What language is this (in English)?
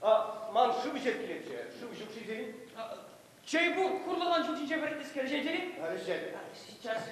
Chuvash